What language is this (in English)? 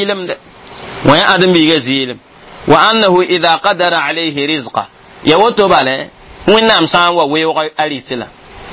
Mossi